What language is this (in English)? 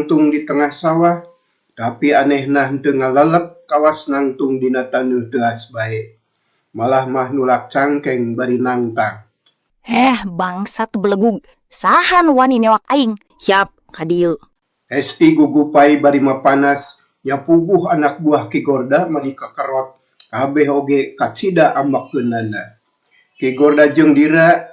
Sundanese